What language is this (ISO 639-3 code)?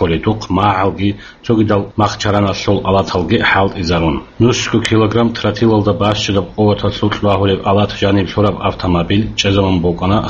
ava